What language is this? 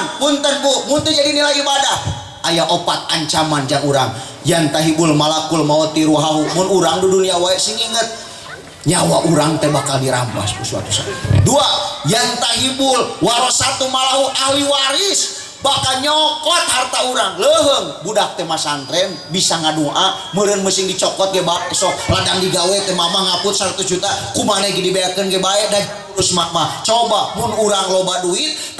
Sundanese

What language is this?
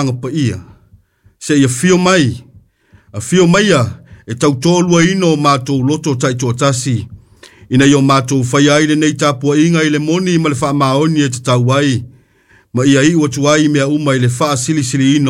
Samoan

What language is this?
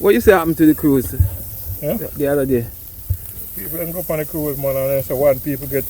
Jamaican Creole English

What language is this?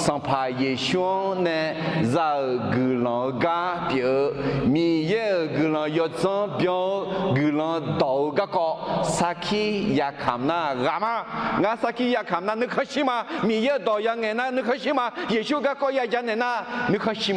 Akha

